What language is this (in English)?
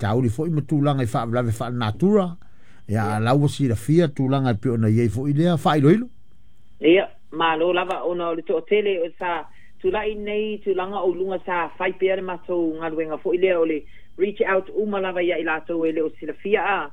Samoan